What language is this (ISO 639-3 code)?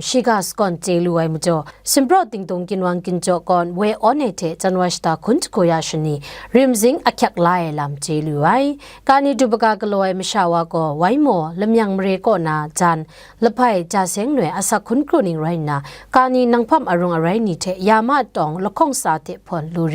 kac